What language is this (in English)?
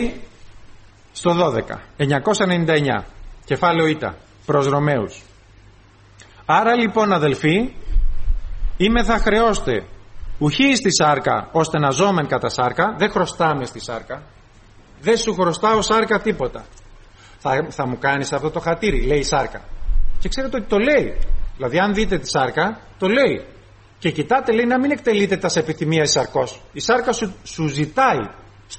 Greek